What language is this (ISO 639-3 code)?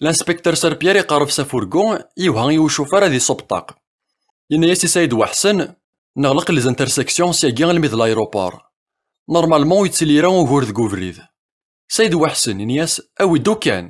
kab